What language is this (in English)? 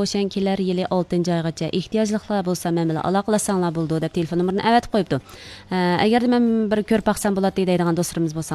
Uyghur